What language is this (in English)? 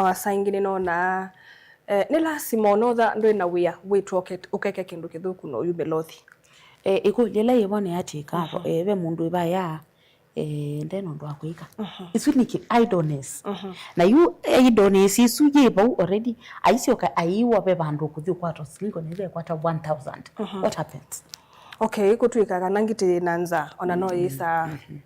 Kamba